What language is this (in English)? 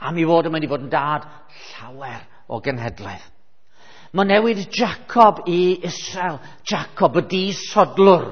Welsh